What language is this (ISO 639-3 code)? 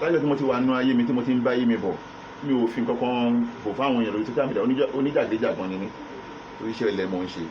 yor